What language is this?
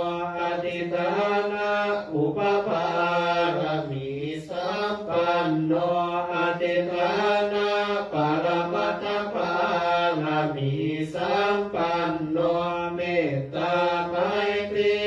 Pali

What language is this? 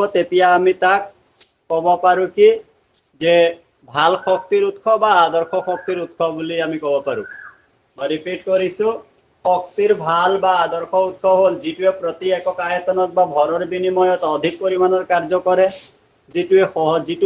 Assamese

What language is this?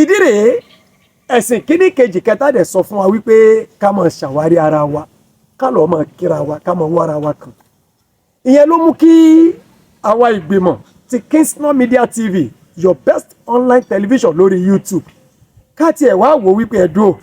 Yoruba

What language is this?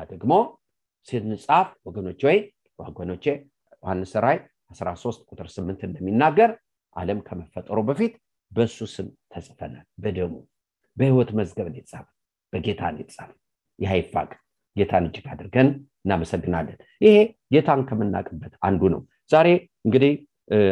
Amharic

